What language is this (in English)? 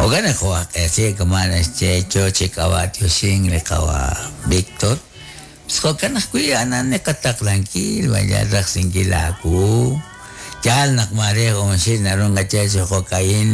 Kekchí